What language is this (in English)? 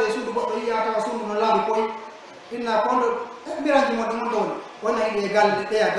Pular